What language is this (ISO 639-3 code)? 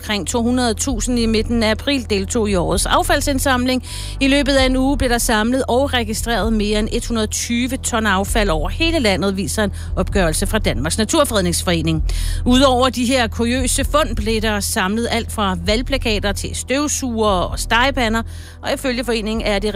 dan